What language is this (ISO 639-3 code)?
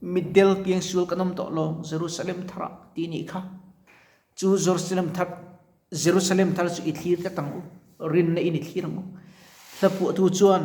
lus